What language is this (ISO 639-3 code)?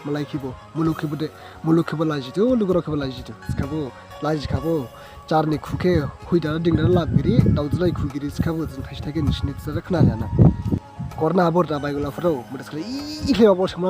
dis